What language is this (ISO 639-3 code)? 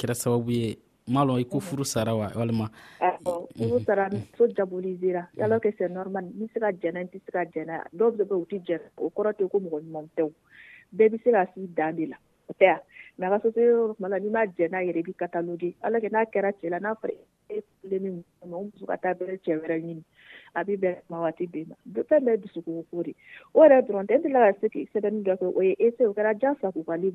dyu